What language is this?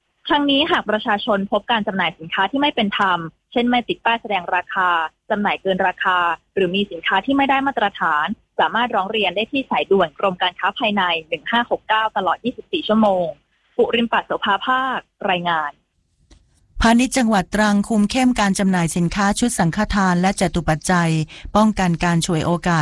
Thai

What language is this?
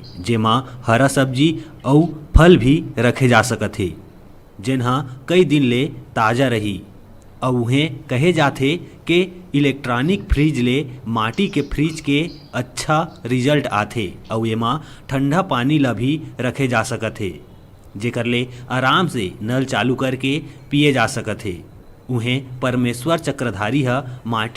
Chhattisgarhi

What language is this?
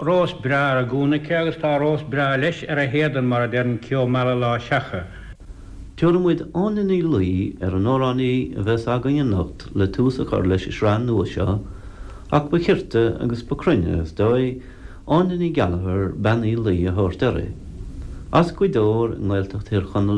Irish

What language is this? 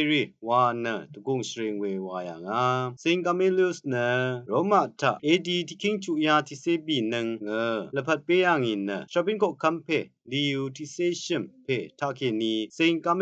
Rawang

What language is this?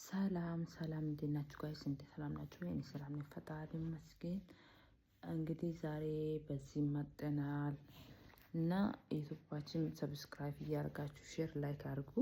Amharic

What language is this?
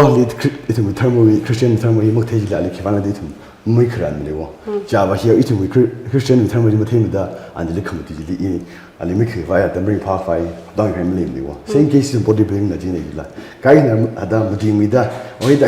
Tangkhul Naga (India)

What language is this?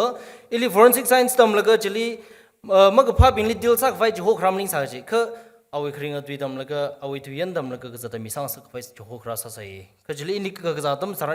Tangkhul Naga (India)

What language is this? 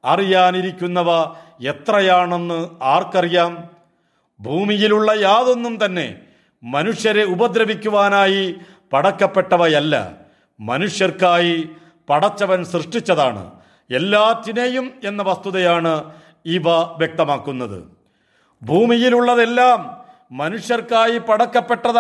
Malayalam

